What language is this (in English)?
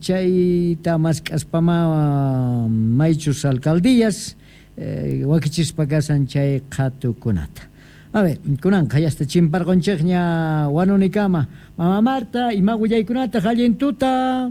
Quechua